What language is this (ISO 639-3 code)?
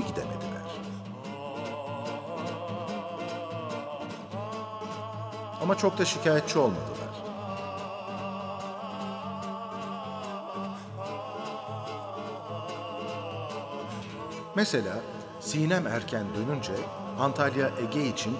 tur